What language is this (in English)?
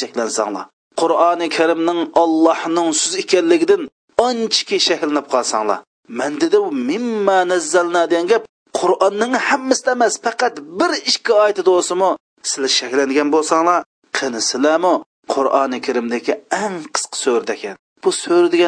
Uyghur